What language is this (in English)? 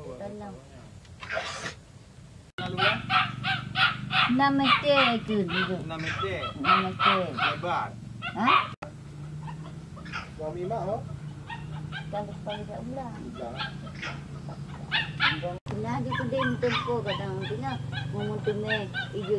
Malay